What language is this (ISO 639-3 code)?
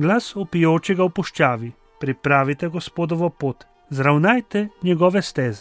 slv